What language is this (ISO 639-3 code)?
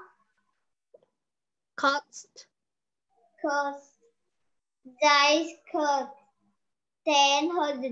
vie